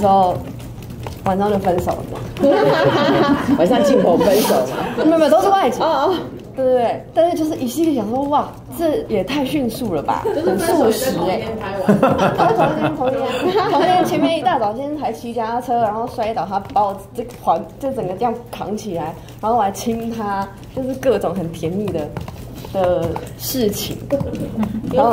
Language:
Chinese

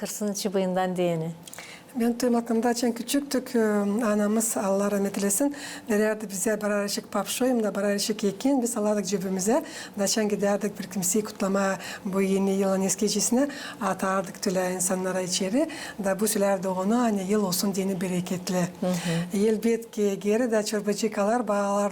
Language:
Gagauz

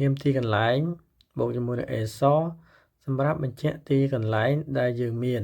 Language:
Khmer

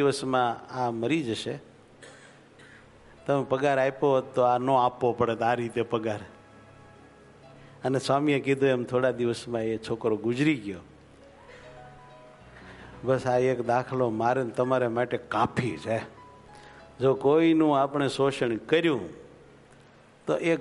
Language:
Gujarati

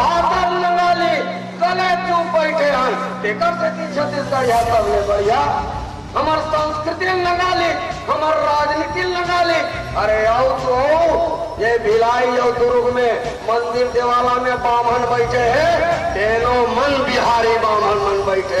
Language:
Chhattisgarhi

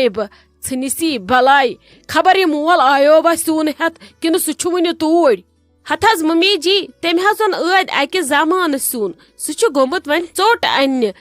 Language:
Kashmiri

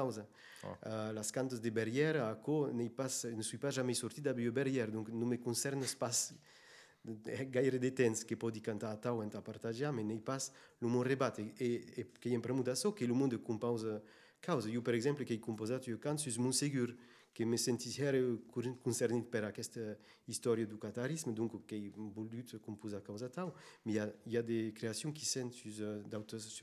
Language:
Occitan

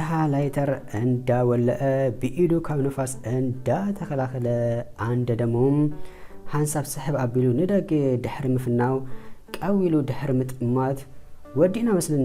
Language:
Tigrinya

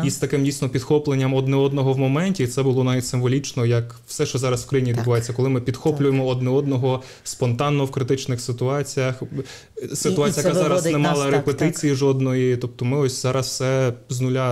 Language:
Ukrainian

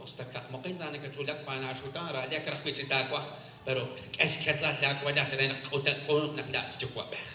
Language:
Kekchí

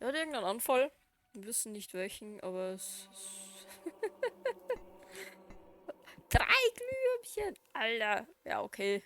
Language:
Bavarian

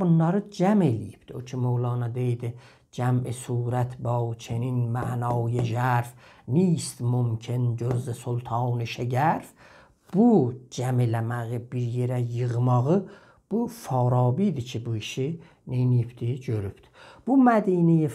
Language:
South Azerbaijani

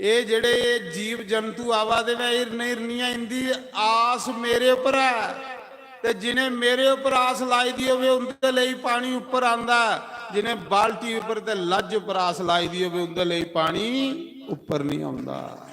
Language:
Dogri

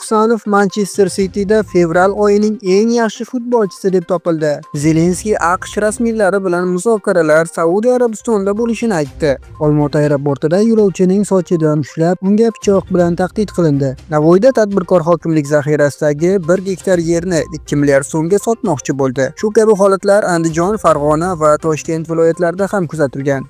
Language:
Uzbek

